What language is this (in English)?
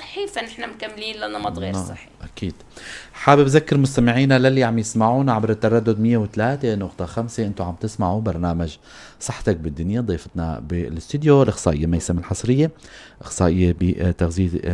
North Levantine Arabic